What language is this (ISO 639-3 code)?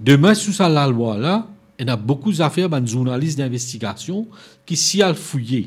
mfe